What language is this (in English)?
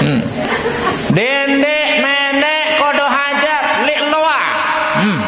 Sasak